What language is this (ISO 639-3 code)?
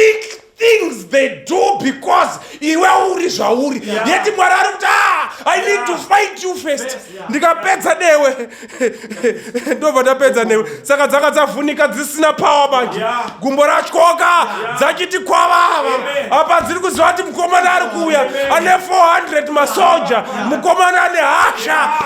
sna